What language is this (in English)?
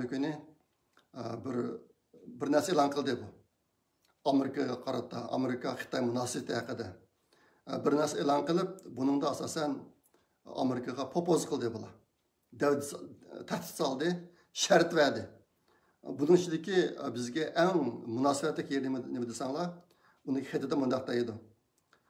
Uyghur